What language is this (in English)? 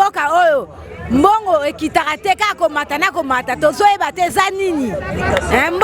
Lingala